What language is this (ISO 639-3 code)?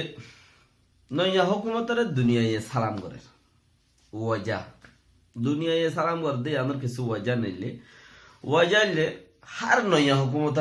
rhg